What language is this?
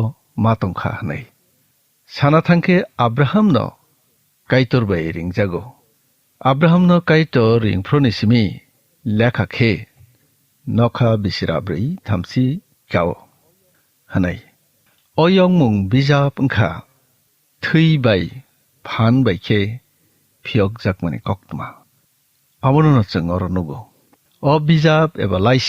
Kok Borok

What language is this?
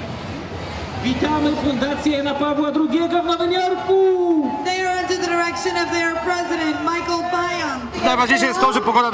Polish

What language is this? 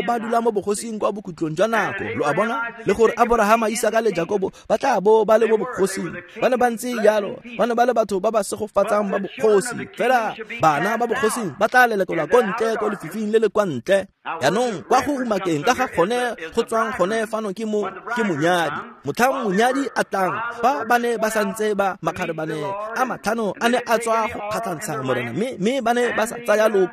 Tswana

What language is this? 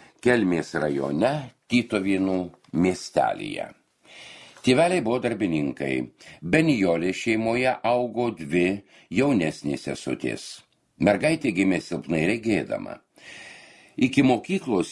Lithuanian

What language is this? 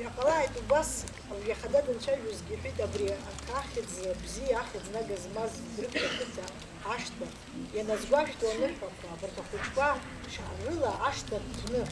Abkhazian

